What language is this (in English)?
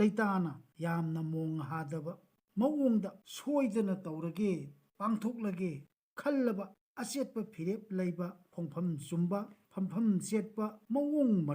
Manipuri